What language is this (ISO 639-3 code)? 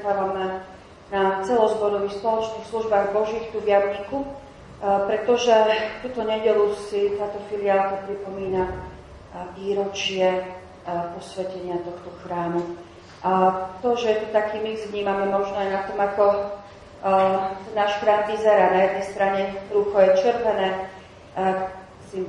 slk